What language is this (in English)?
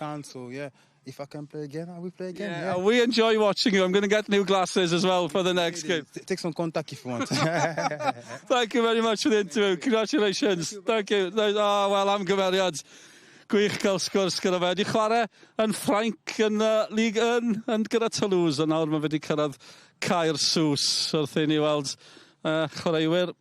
Welsh